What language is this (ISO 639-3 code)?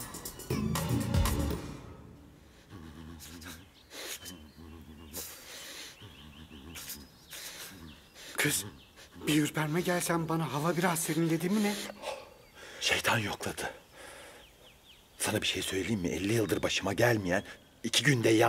tur